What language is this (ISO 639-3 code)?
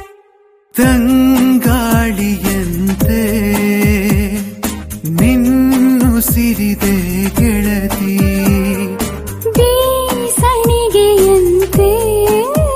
kan